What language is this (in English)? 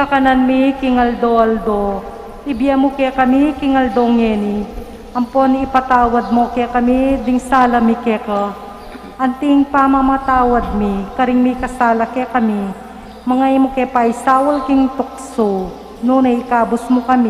Pampanga